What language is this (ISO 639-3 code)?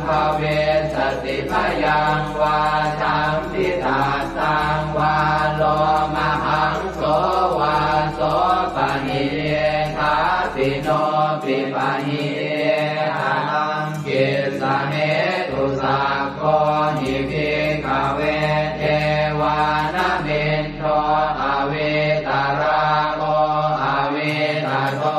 pli